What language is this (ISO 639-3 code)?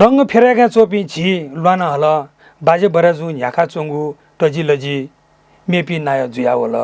new